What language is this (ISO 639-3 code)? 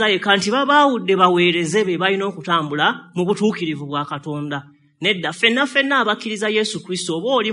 lug